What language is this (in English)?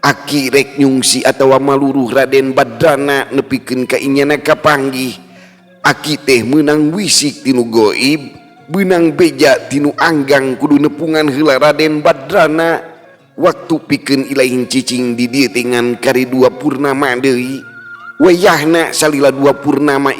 Sundanese